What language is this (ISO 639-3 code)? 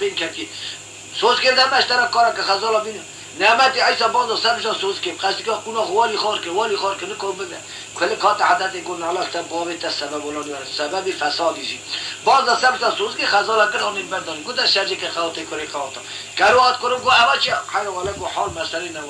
kur